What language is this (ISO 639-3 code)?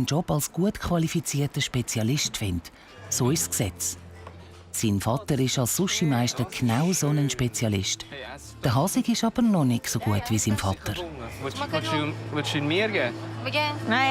gsw